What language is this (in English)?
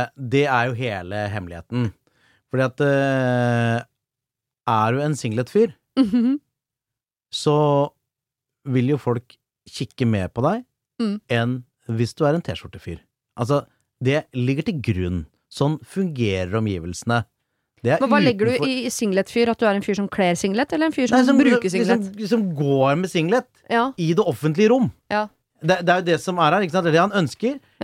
Norwegian